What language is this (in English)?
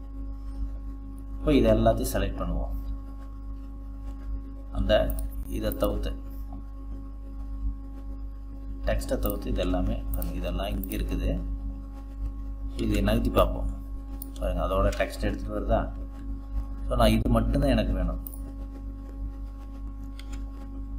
Tamil